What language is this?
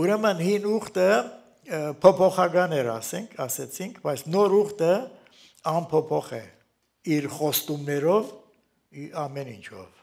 Armenian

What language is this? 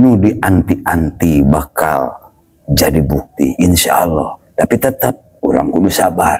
Sundanese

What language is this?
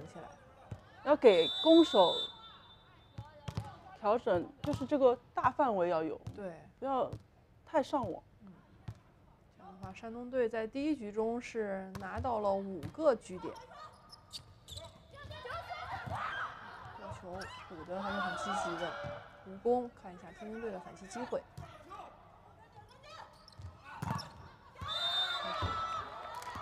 Chinese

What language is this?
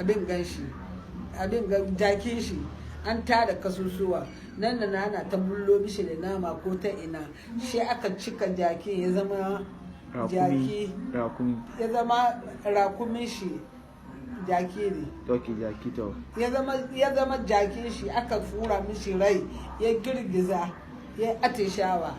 Hausa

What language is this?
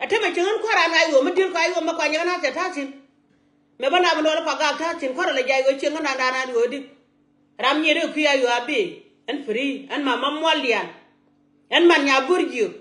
Nuer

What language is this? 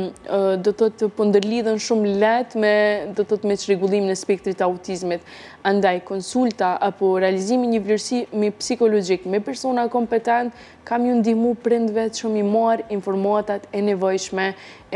Albanian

